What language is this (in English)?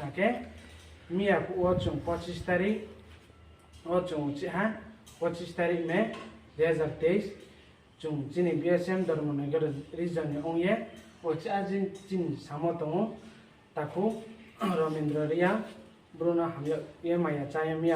Riang (India)